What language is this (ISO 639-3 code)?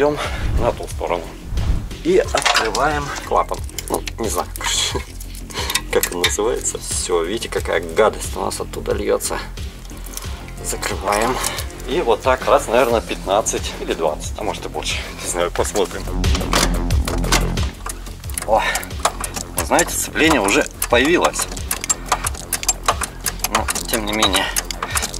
rus